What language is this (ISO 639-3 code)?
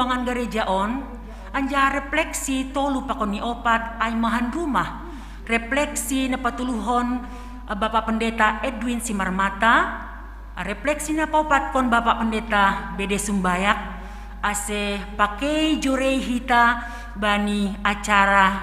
bts